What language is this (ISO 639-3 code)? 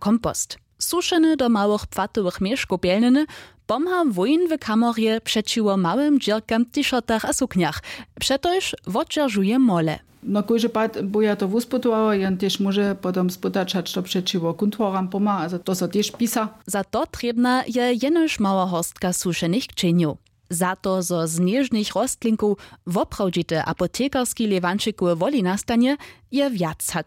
hsb